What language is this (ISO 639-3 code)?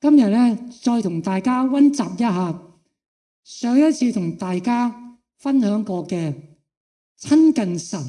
yue